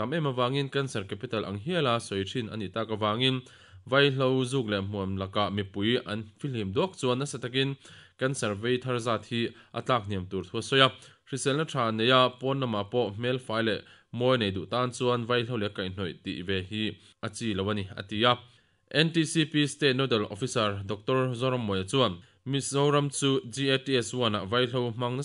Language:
Mizo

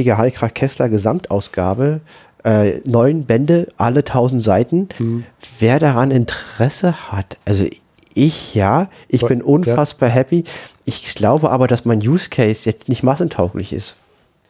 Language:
German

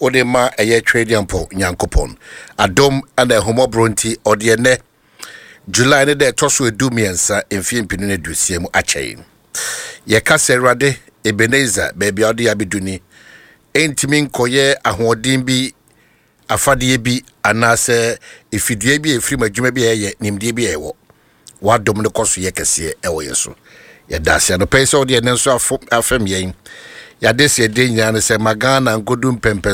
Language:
Akan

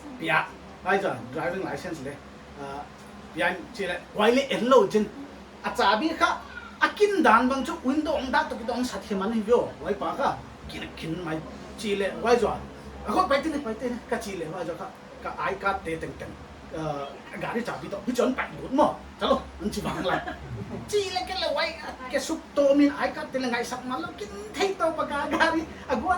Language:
Paite Chin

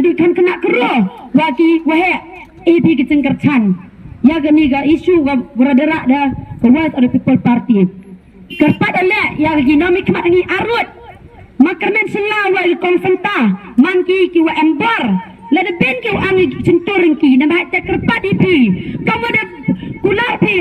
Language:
Khasi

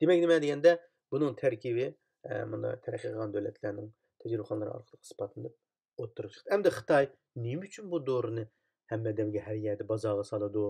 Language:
Uyghur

